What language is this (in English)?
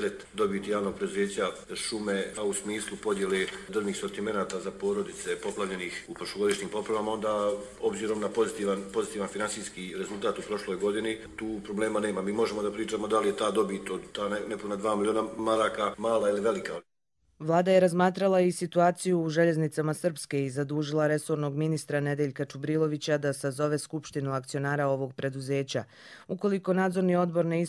Croatian